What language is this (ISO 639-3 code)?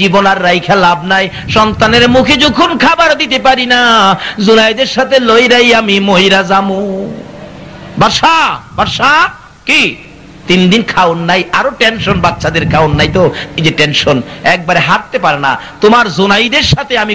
ben